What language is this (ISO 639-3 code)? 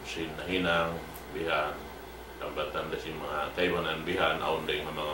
tsg